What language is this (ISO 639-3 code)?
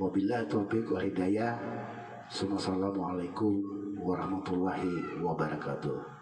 bjn